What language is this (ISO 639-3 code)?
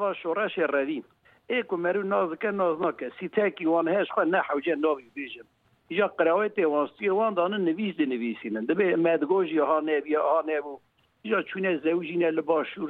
kur